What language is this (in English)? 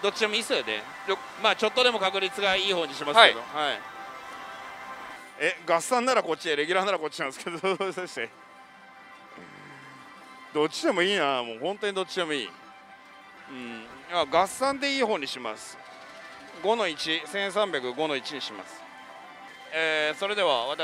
Japanese